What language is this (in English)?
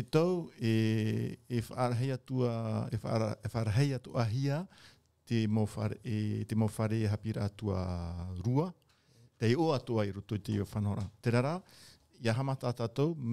Tahitian